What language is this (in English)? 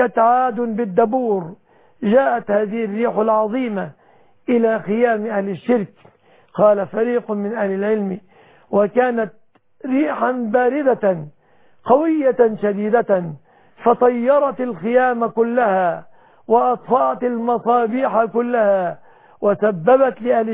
Arabic